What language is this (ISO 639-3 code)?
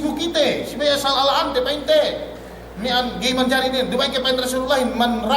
yka